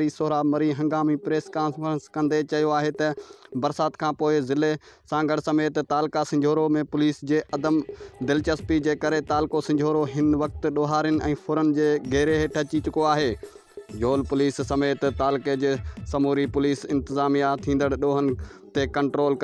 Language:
Sindhi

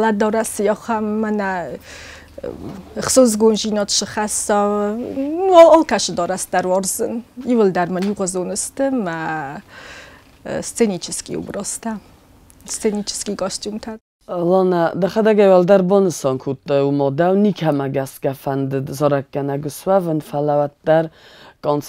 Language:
Ossetic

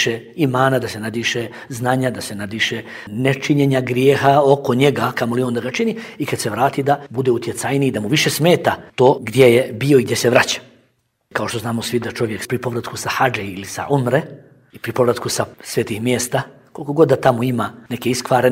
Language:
Bosnian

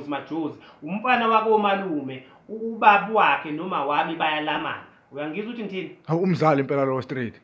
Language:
Zulu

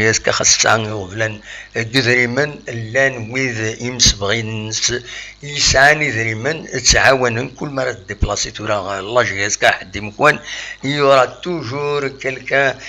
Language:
Kabyle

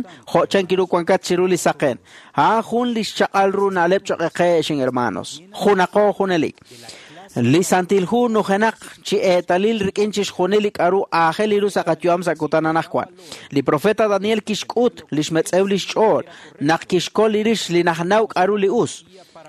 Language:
Kekchí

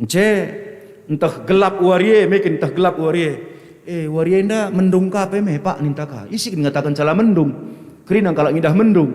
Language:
Batak Karo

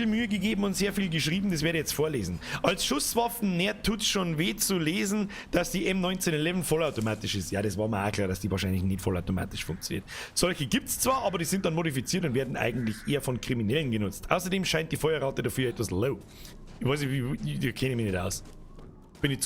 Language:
Bavarian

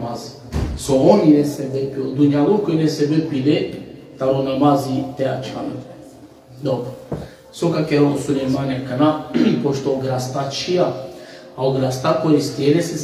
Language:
Balkan Romani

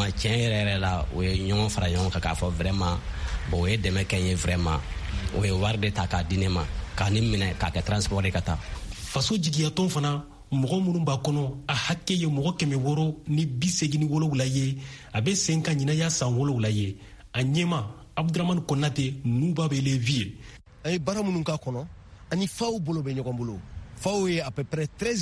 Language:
Bambara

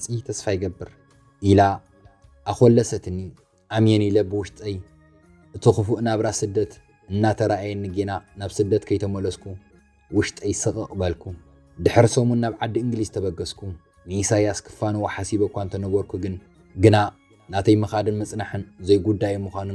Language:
Tigrinya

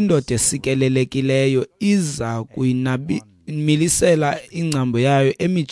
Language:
Xhosa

